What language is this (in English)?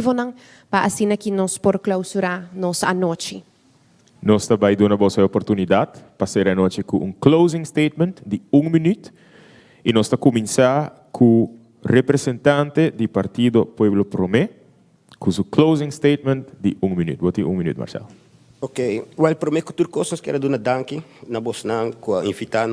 Papiamento